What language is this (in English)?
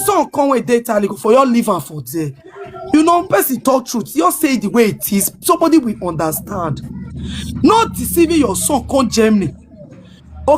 Nigerian Pidgin